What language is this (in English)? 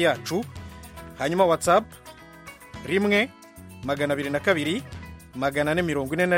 Kinyarwanda